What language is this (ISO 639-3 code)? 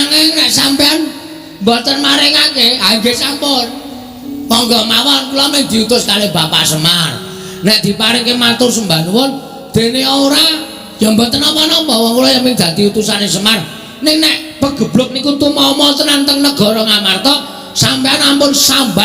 jav